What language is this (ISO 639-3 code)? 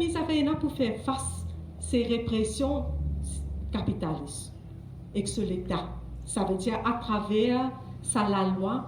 mfe